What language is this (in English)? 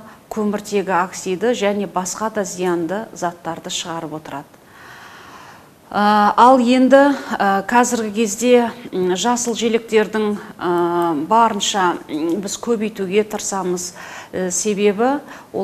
Kazakh